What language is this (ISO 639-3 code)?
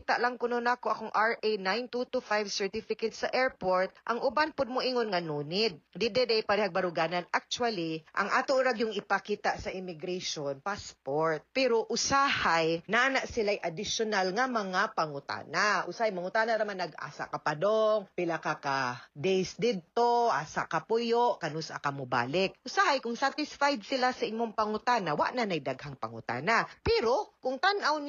ceb